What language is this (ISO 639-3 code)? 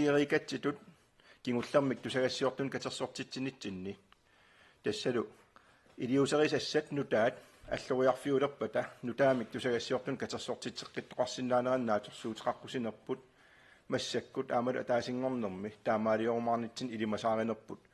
kal